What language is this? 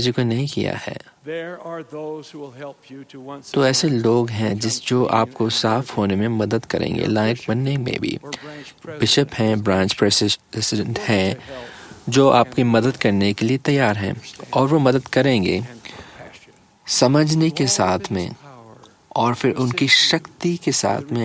Hindi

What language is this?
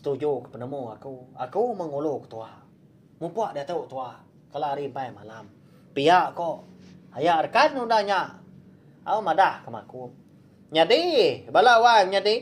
Iban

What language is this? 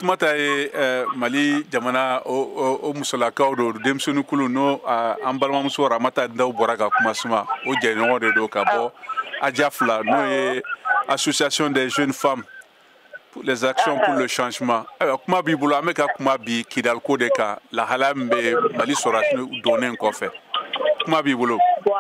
Bambara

